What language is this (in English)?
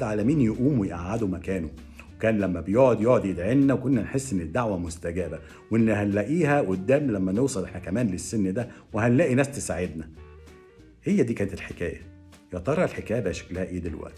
Egyptian Arabic